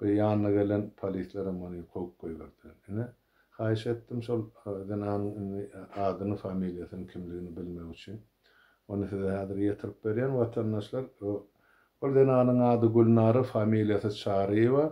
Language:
Turkmen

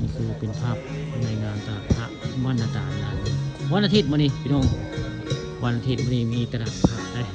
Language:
Northeastern Thai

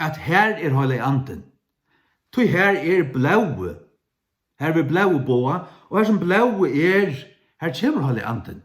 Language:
Faroese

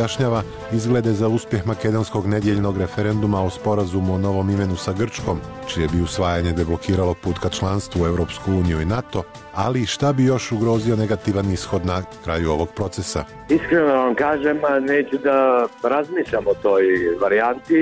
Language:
Serbian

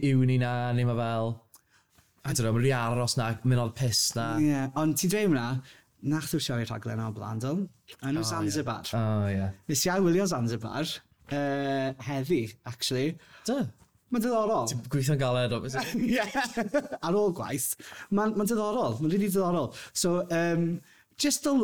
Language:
Welsh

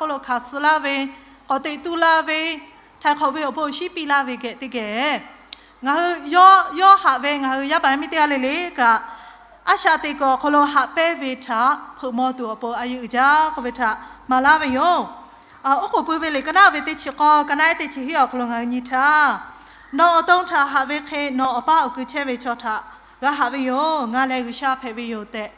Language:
Lahu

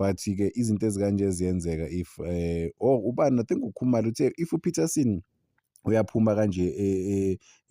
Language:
Zulu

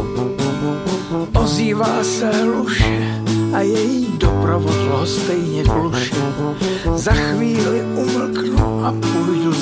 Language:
Czech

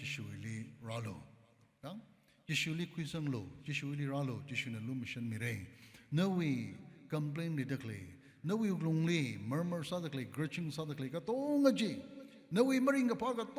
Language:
Tangkhul Naga (India)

